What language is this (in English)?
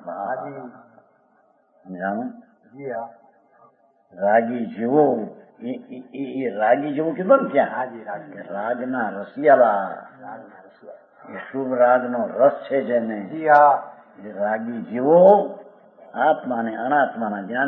Gujarati